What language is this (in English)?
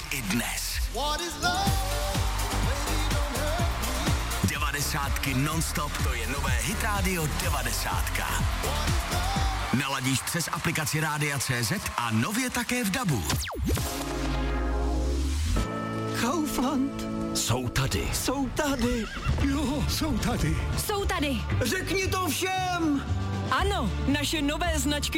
Czech